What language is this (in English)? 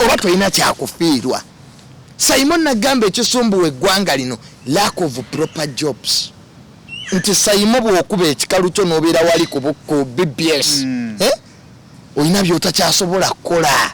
Ganda